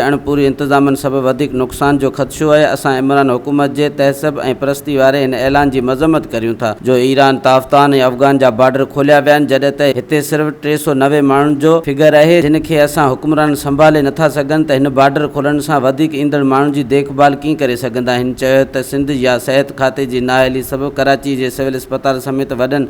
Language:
Sindhi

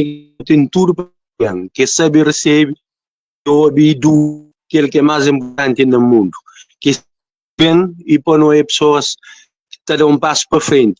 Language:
Kabuverdianu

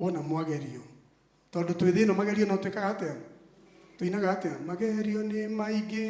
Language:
Kikuyu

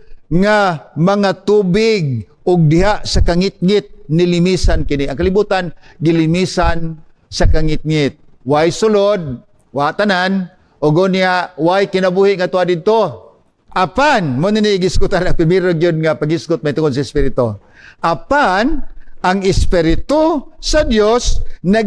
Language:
Cebuano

